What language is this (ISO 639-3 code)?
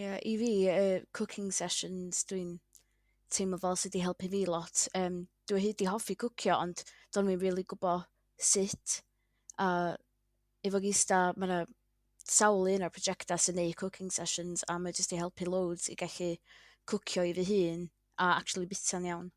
cym